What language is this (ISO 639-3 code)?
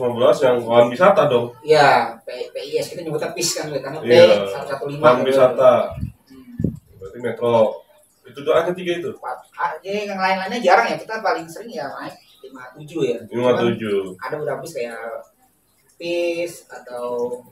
ind